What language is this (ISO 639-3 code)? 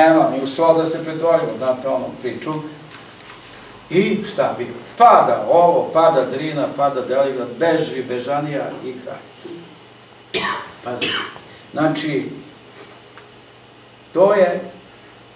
srp